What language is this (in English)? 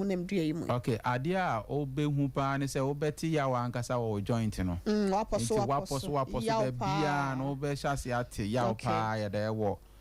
Akan